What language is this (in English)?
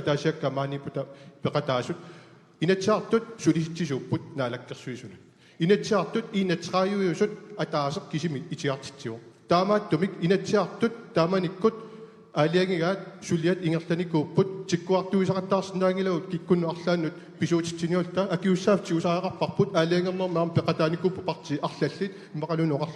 Kalaallisut